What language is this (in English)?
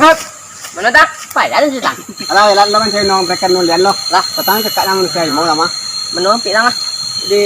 Minangkabau